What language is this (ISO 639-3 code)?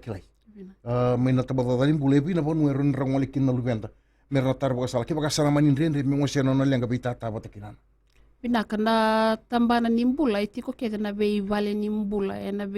fij